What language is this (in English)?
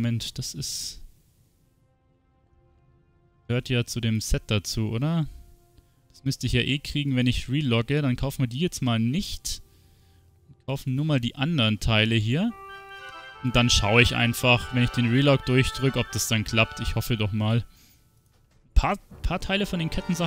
German